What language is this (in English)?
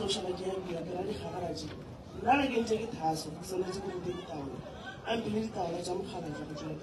Northern Sotho